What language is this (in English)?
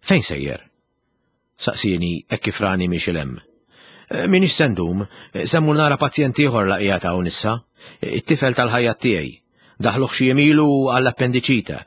Maltese